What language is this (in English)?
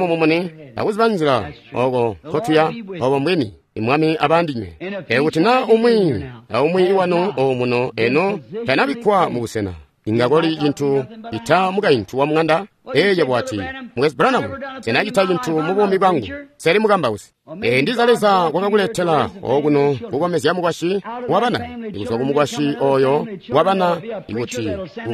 Tonga (Zambia)